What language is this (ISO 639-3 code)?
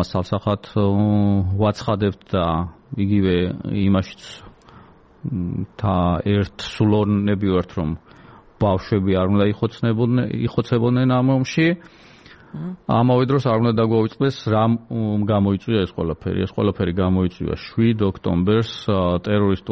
kat